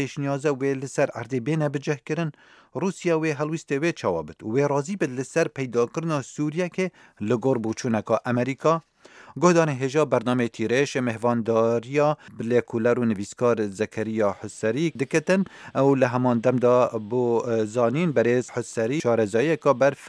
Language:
Kurdish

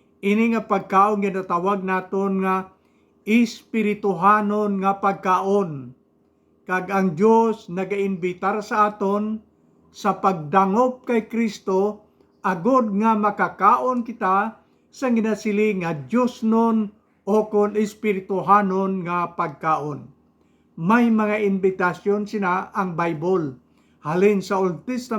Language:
Hiligaynon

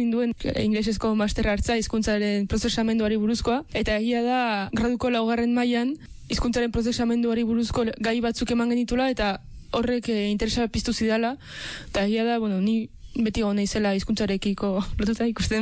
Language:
Basque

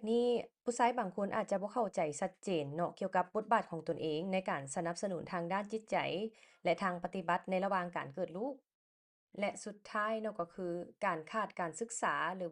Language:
Lao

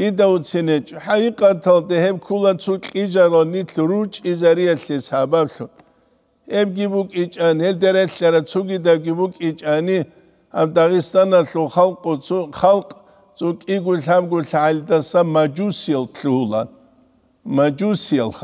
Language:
Avaric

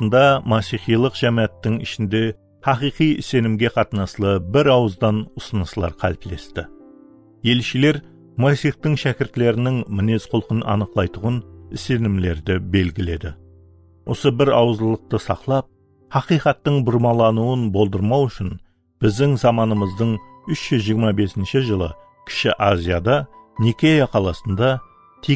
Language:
Kara-Kalpak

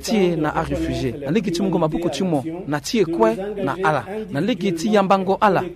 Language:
Sango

